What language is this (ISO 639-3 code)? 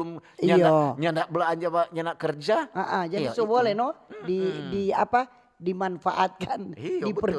xmm